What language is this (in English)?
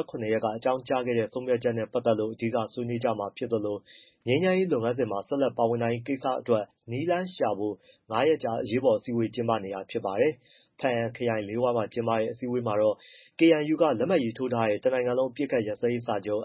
Burmese